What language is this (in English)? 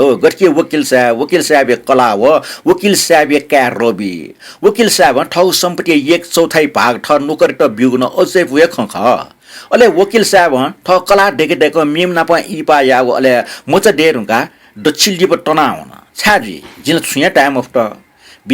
Newari